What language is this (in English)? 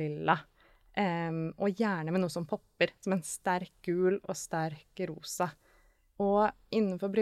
Norwegian